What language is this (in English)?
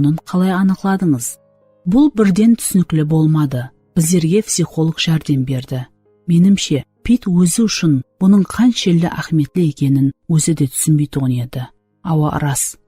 Kara-Kalpak